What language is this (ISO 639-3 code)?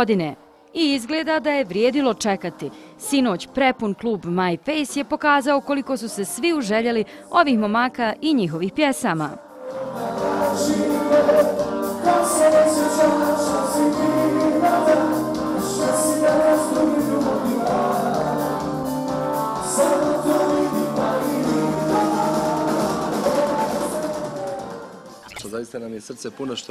bos